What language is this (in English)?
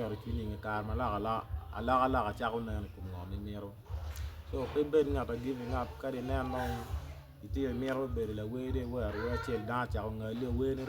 Acoli